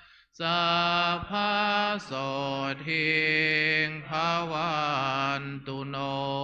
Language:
Pali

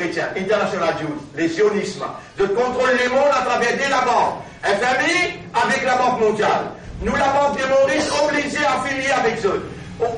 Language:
Morisyen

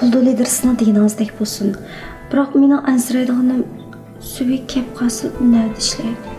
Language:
Uyghur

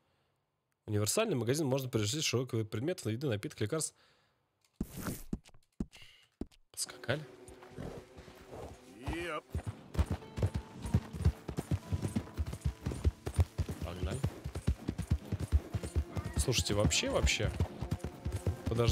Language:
Russian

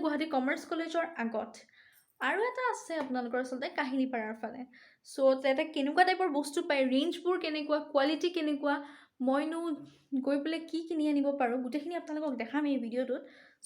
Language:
Assamese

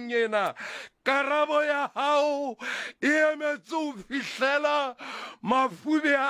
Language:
Southern Sotho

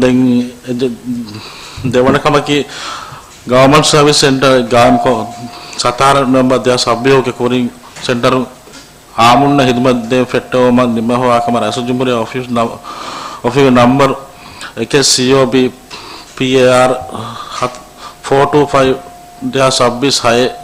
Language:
Divehi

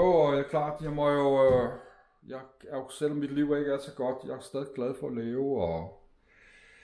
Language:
Danish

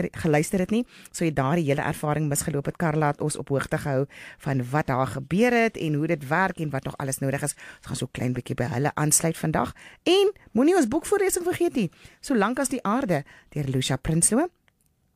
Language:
Afrikaans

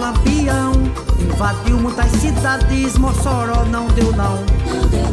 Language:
Portuguese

